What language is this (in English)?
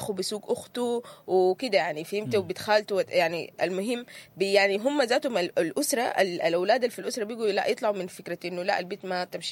Sudanese Arabic